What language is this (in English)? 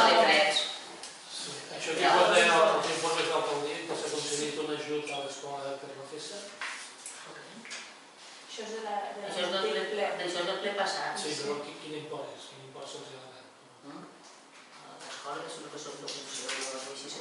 Catalan